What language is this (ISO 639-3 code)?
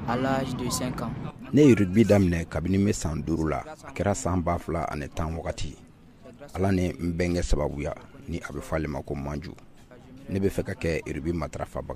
bam